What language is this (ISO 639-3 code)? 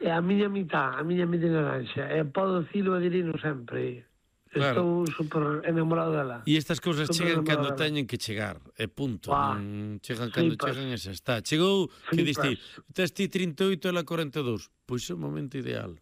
glg